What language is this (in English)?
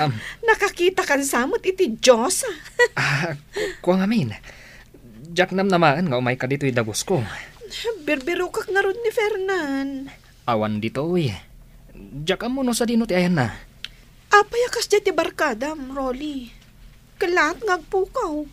Iloko